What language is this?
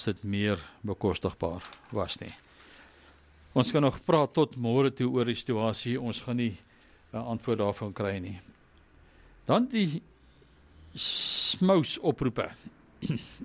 Afrikaans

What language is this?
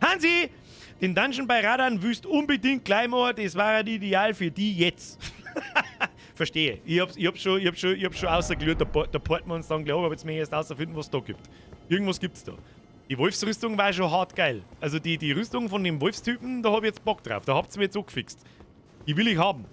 Bavarian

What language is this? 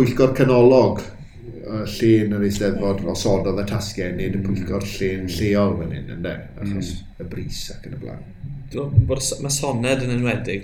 Welsh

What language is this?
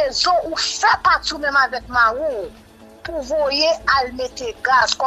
Haitian Creole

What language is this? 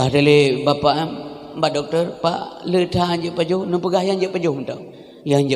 Achinese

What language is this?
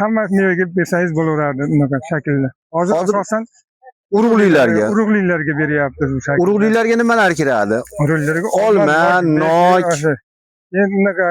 Uzbek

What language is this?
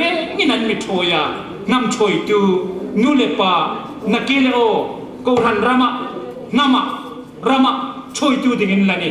Hmar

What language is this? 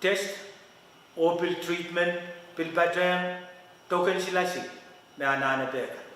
Pohnpeian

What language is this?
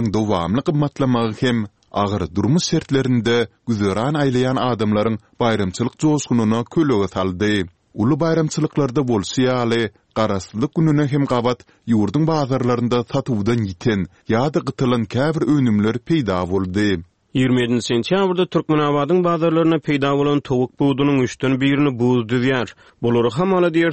Turkmen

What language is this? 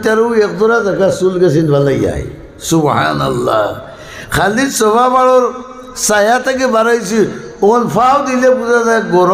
Sylheti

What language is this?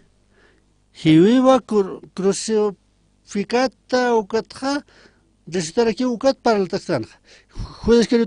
Aymara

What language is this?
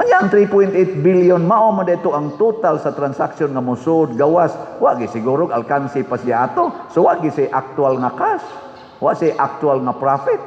Cebuano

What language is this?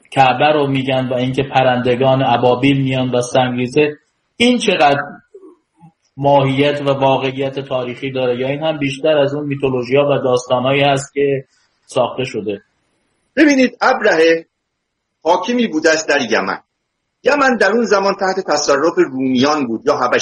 Persian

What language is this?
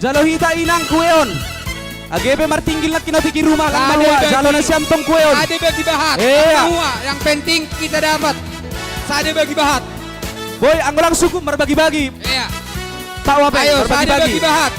Batak Simalungun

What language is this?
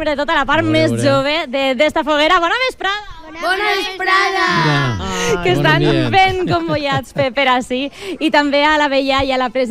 Catalan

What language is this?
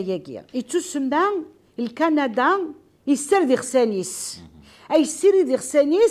Kabyle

